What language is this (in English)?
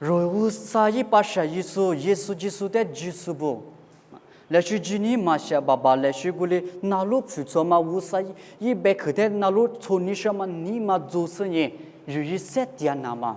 Lisu